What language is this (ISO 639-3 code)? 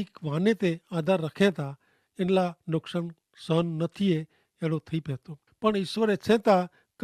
kfr